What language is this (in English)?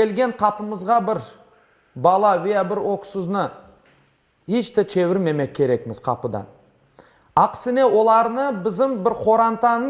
Crimean Tatar